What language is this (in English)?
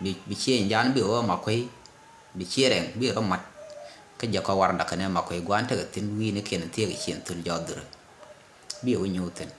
Nuer